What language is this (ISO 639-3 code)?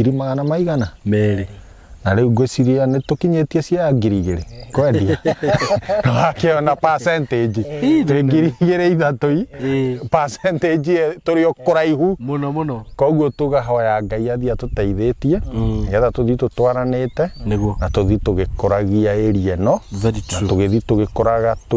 kik